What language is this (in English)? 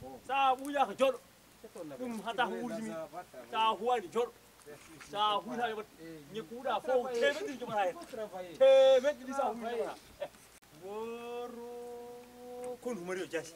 Fula